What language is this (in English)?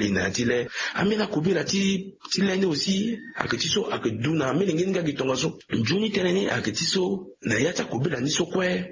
Sango